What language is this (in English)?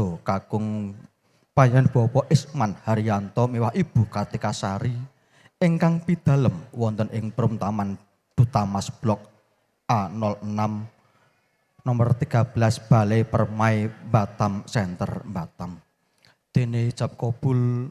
Javanese